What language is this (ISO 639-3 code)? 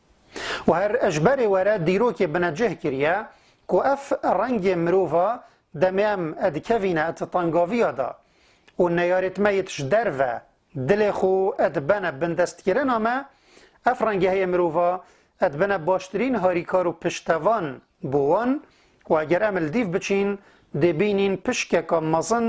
kur